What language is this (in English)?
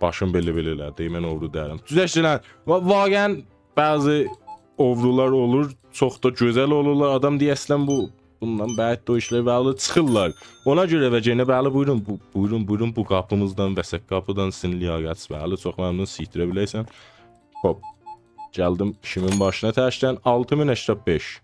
South Azerbaijani